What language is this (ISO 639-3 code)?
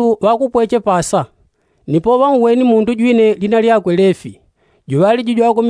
yao